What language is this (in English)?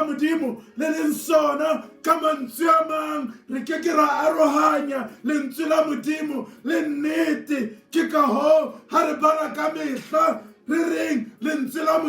Southern Sotho